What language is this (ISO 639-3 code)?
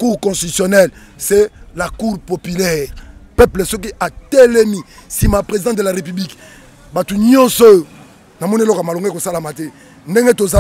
lin